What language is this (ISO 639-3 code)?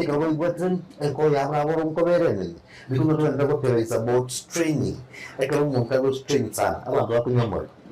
guz